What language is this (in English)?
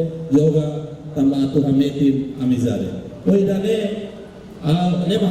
Tetum